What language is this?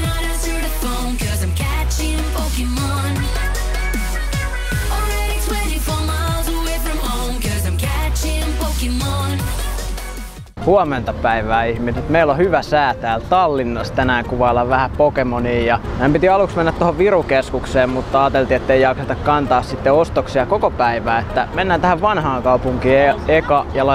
Finnish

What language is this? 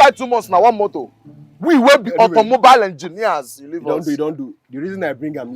Nigerian Pidgin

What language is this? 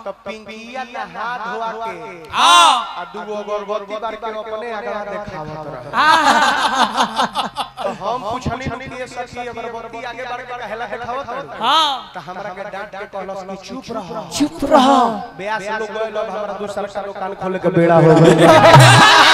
Bhojpuri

